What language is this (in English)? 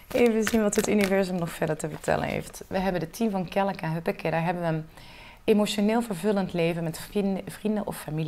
Dutch